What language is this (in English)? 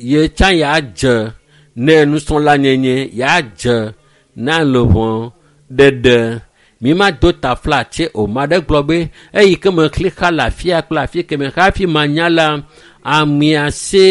Ewe